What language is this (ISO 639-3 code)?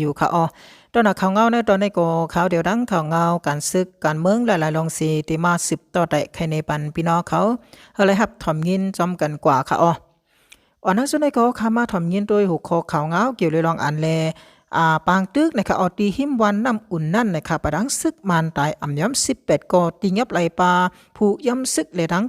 shn